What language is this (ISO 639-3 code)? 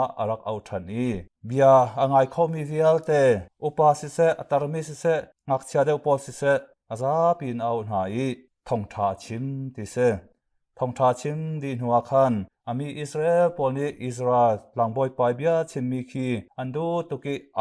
cnh